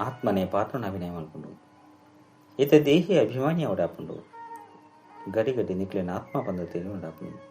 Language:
Tulu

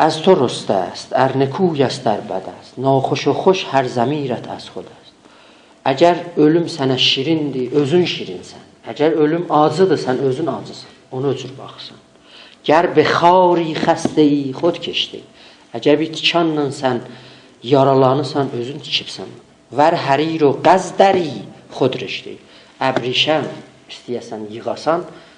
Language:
South Azerbaijani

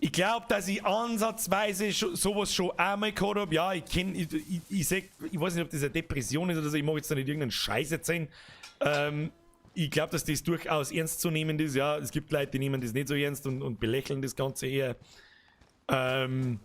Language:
Bavarian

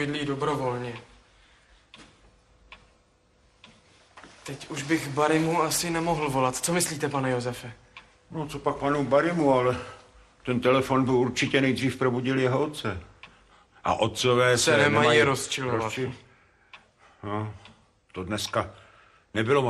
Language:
Czech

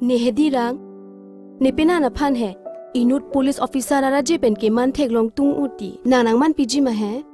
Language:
Karbi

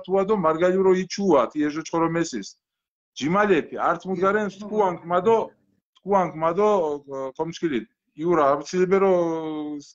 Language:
Mingrelian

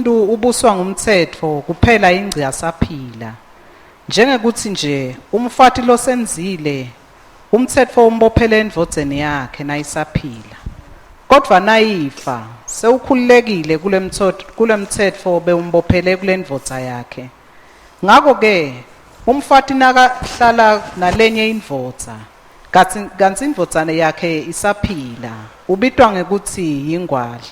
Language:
Swati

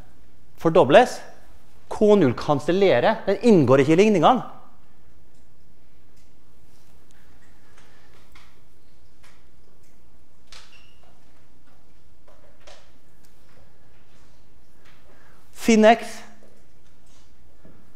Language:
Norwegian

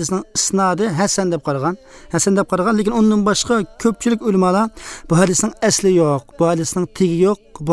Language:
Uyghur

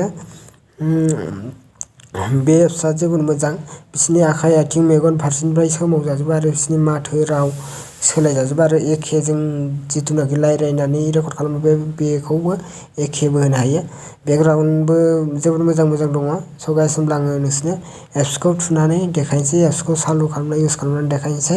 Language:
Bodo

